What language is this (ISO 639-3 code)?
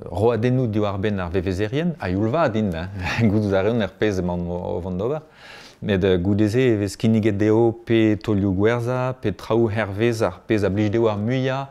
bre